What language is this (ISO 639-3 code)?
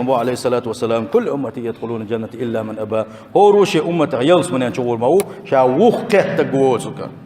che